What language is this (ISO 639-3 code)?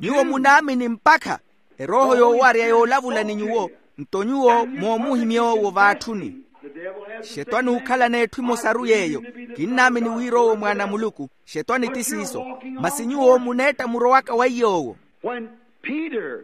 vmw